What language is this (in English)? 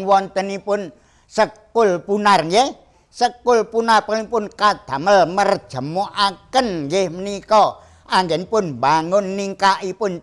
Javanese